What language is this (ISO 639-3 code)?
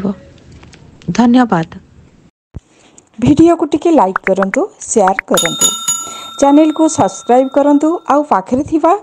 ori